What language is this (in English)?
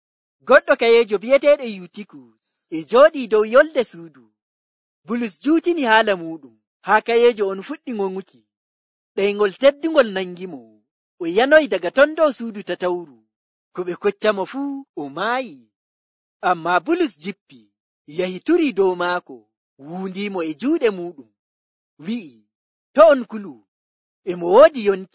Nigerian Fulfulde